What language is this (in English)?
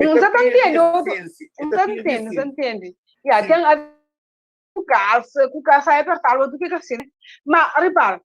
Kabuverdianu